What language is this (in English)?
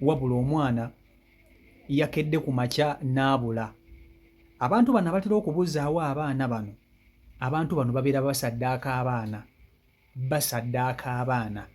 Ganda